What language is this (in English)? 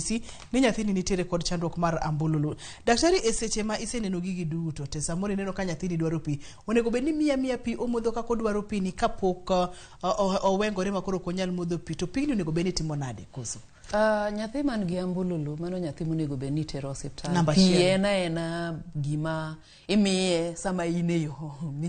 Luo (Kenya and Tanzania)